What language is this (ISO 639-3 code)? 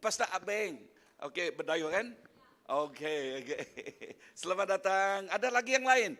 iba